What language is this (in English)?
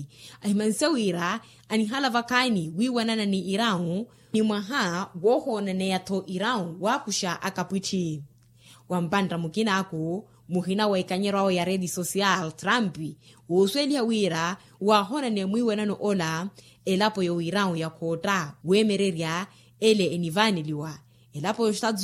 Makhuwa